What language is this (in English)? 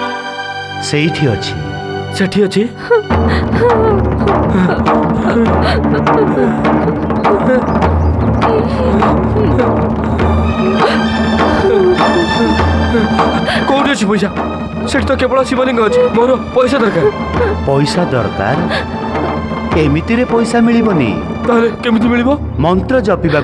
Odia